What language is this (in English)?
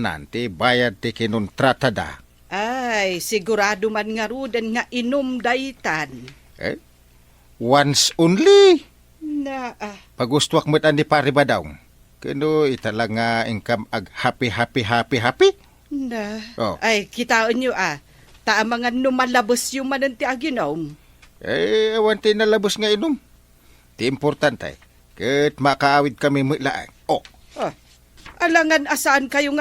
Iloko